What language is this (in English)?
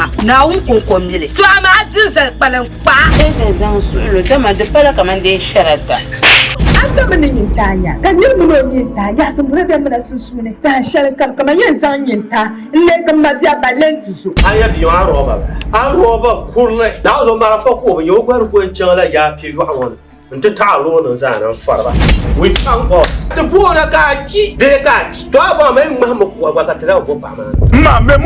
Dagbani